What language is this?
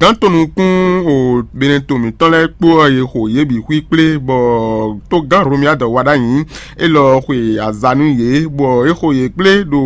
Fon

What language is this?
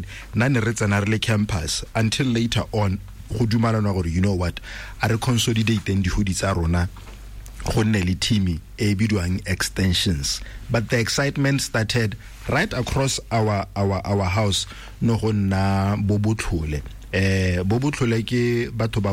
Tswana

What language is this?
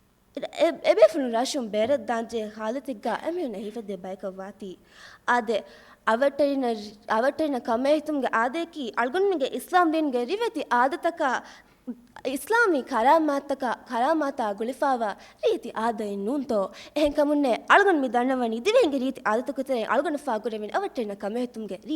Divehi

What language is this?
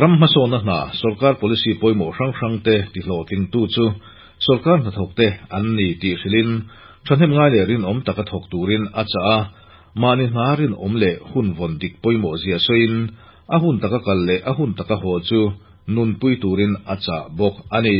Mizo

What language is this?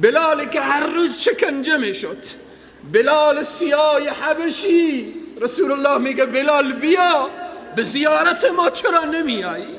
Persian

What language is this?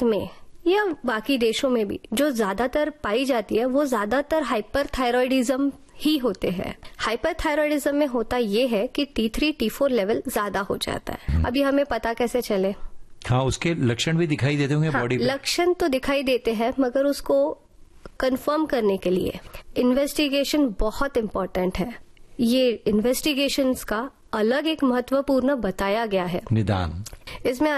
Hindi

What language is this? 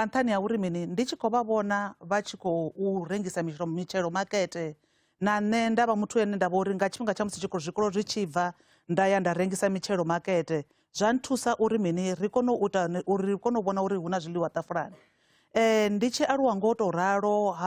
Venda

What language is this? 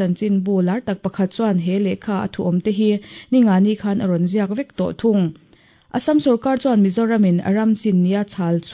Mizo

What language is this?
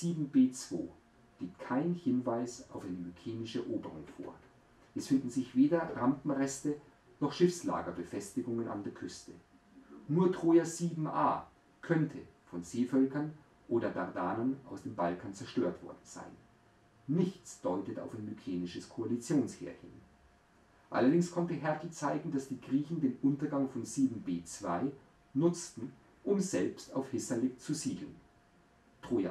German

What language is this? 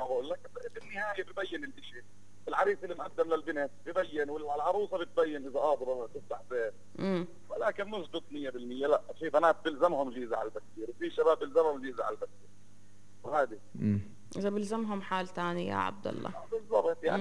North Levantine Arabic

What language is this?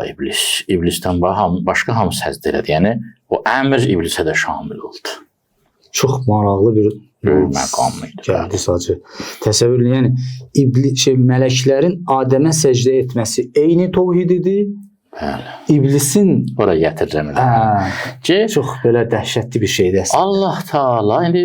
Azerbaijani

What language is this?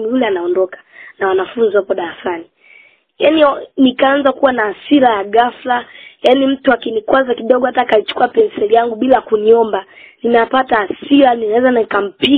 Swahili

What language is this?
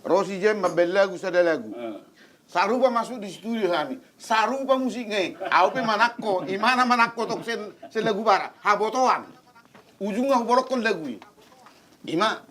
Batak Toba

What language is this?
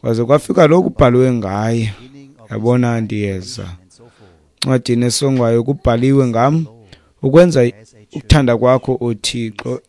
Xhosa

